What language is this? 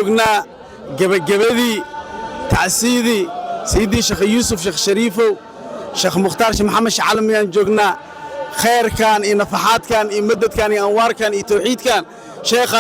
Somali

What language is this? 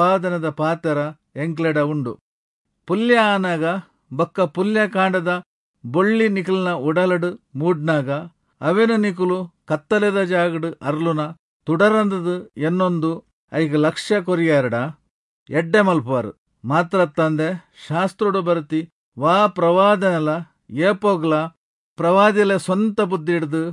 Tulu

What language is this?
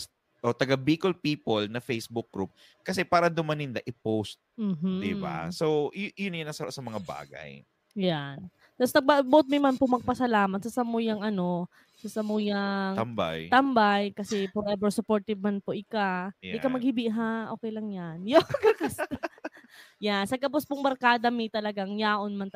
Bikol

